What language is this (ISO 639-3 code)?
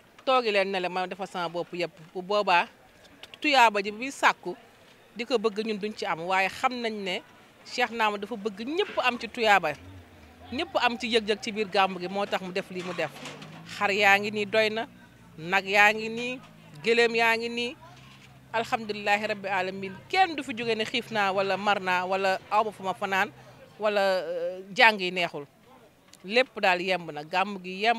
wol